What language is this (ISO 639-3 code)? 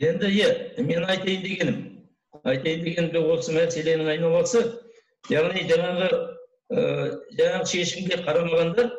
kaz